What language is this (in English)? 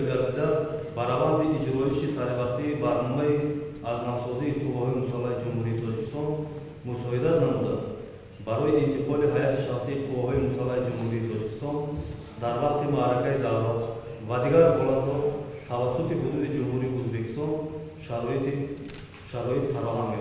Tajik